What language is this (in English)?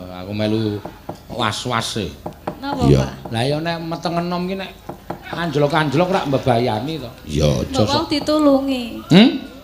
Javanese